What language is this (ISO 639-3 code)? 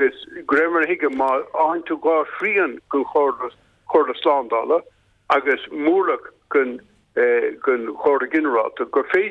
gle